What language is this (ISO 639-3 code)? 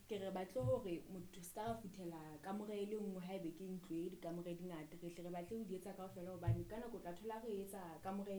sot